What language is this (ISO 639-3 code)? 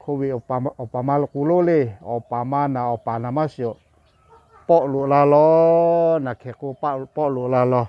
lhu